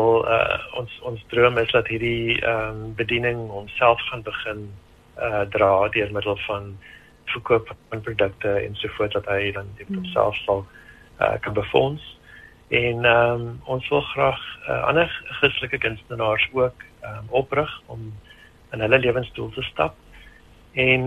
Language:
Afrikaans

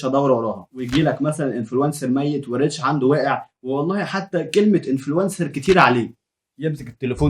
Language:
Egyptian Arabic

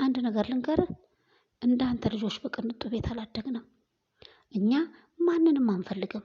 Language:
Amharic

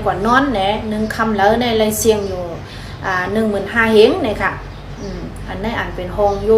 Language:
Shan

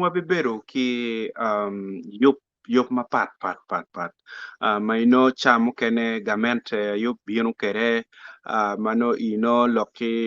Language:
Acoli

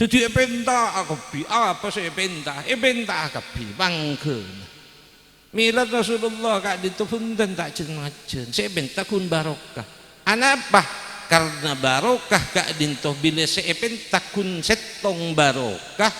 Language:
Madurese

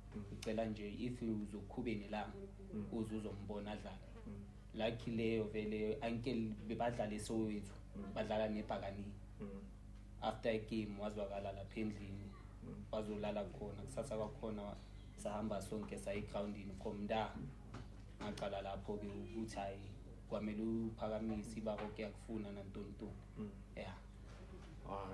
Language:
Zulu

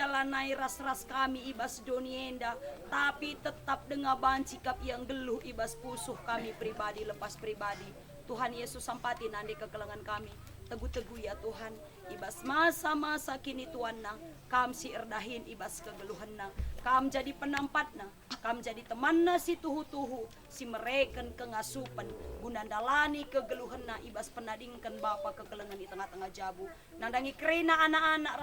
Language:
Batak Karo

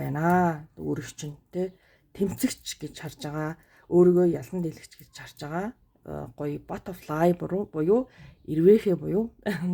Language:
Mongolian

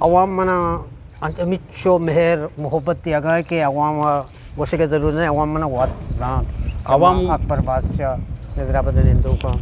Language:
Eastern Balochi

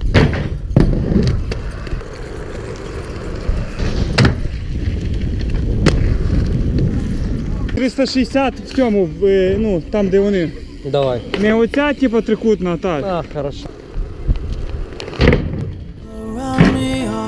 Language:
Ukrainian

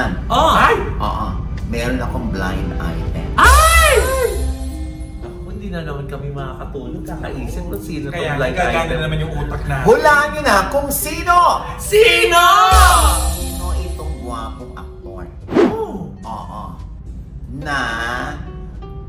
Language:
Filipino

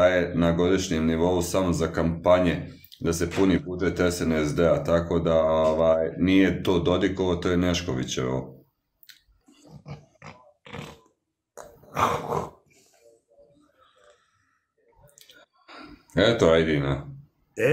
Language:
Bosnian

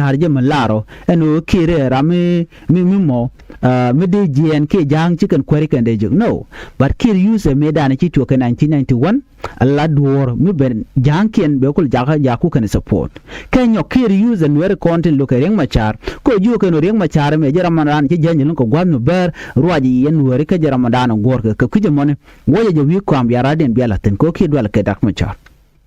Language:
Nuer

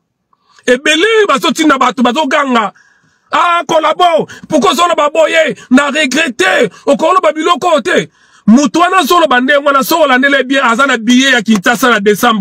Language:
Lingala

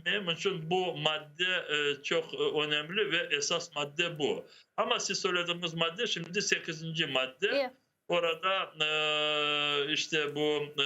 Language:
Crimean Tatar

